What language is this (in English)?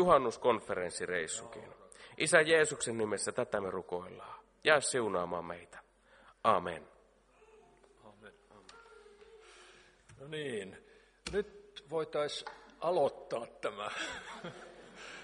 Finnish